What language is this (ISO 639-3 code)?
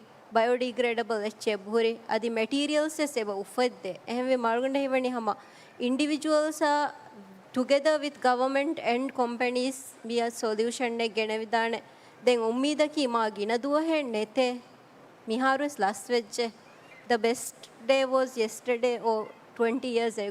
div